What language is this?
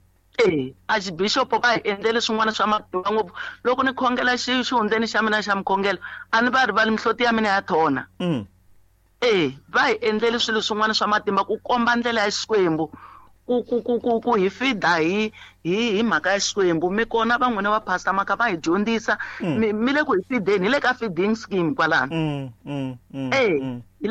Tsonga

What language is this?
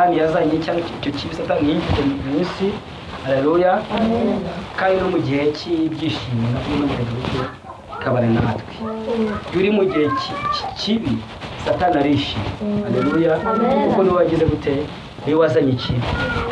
Kinyarwanda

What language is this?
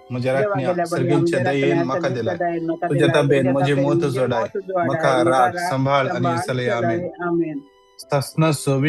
Konkani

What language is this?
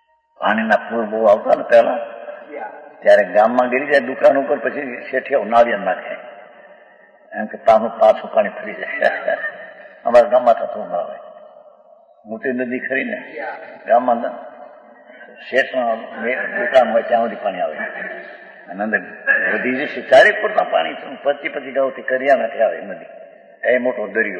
Gujarati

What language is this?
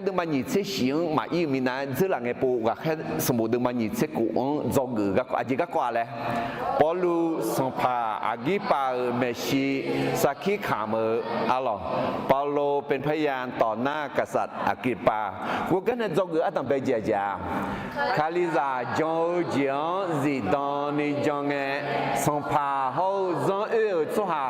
Akha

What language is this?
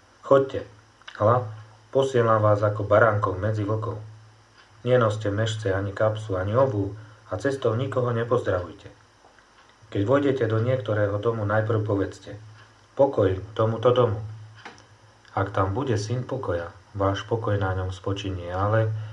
Slovak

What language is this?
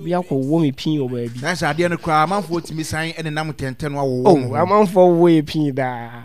Akan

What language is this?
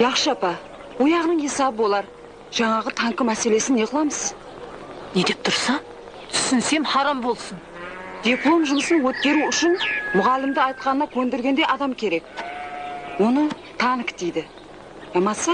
Kara-Kalpak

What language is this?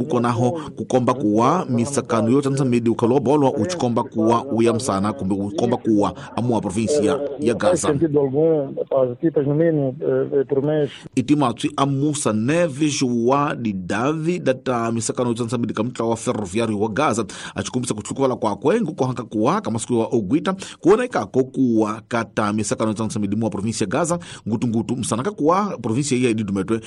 Tsonga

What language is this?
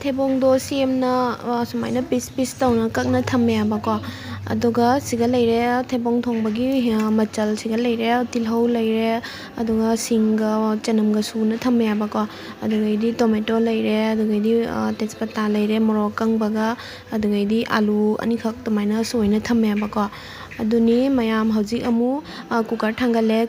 Manipuri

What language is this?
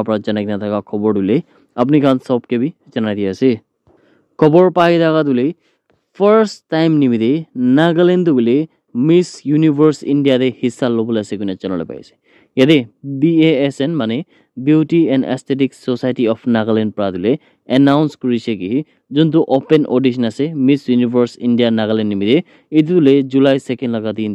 Naga Pidgin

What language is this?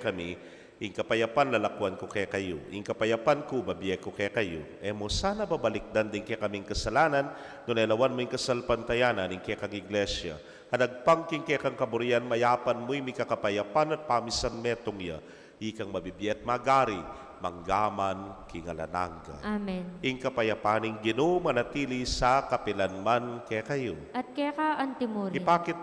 Pampanga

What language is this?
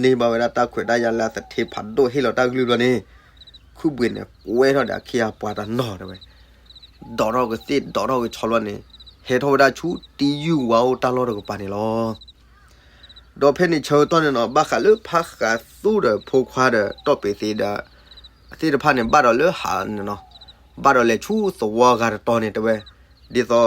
S'gaw Karen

